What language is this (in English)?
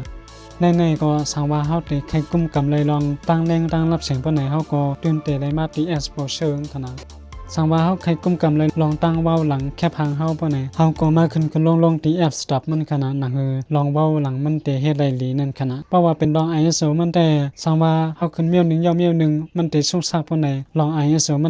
Shan